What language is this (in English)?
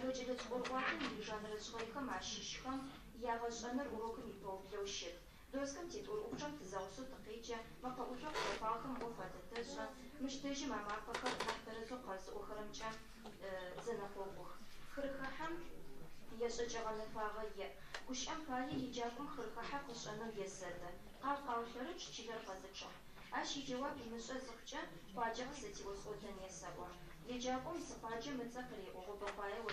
Adyghe